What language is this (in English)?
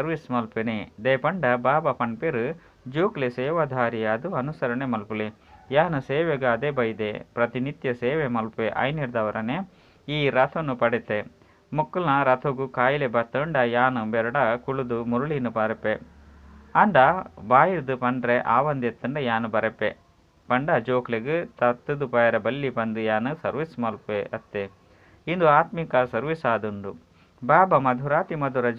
Tulu